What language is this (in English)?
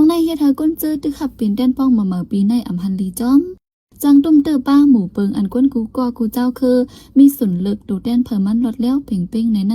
Shan